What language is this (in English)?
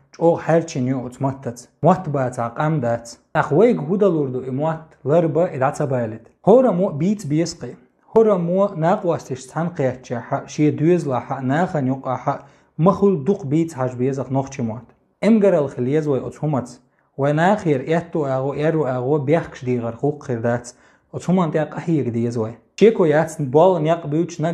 Chechen